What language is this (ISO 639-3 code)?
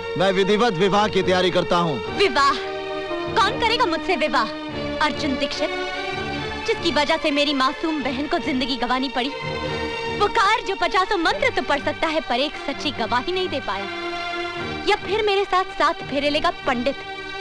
hin